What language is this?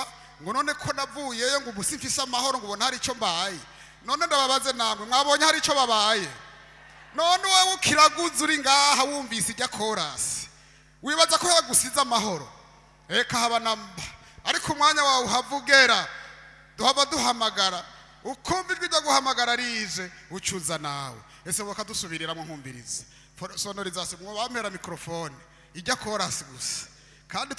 Rundi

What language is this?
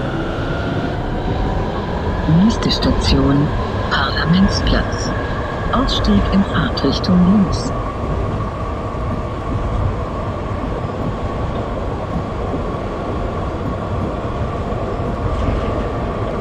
German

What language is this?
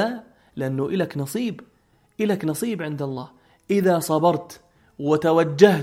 North Levantine Arabic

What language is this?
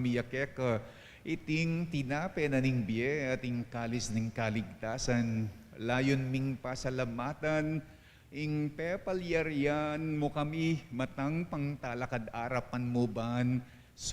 Pampanga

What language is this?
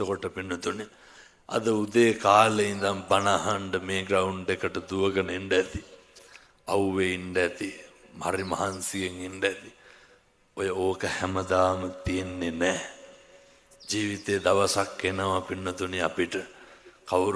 Sinhala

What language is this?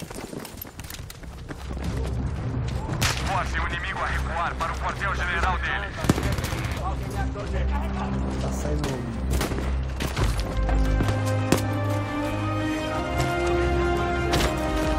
Portuguese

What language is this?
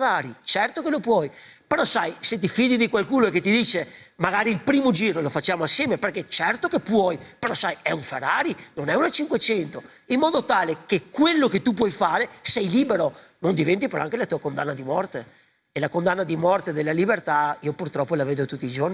Italian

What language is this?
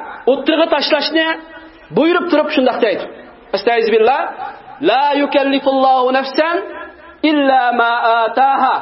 Uyghur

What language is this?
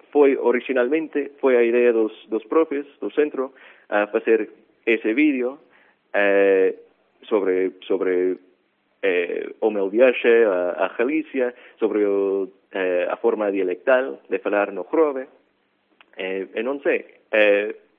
Galician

